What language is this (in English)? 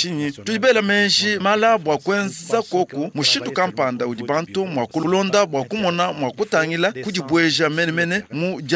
Luba-Lulua